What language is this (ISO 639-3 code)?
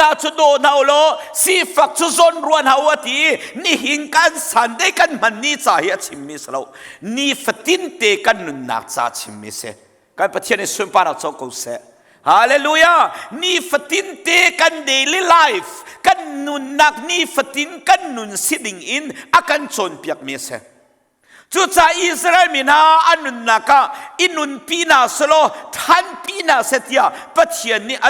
cnh